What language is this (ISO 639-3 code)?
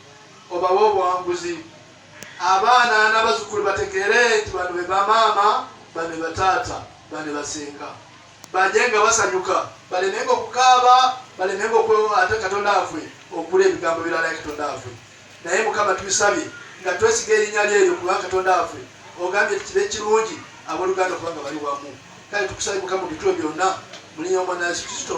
lug